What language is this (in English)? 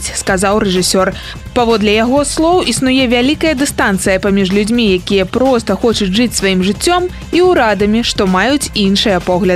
Belarusian